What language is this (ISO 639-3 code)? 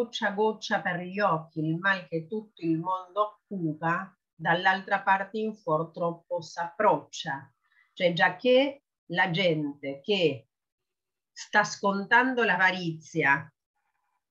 ita